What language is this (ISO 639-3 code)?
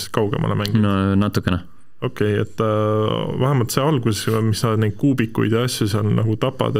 est